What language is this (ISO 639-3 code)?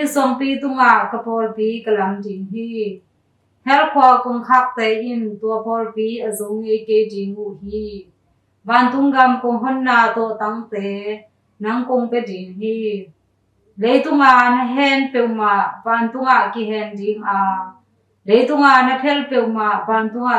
ctd